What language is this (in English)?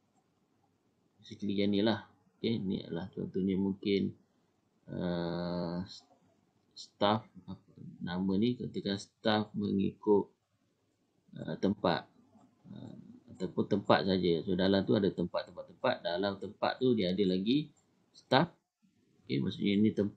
Malay